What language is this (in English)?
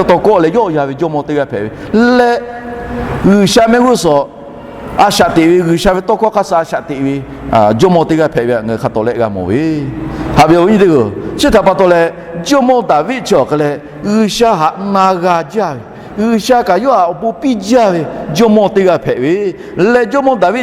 Lahu